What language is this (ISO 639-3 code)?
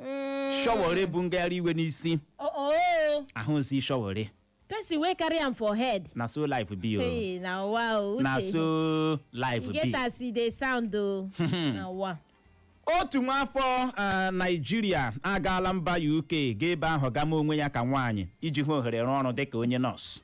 ibo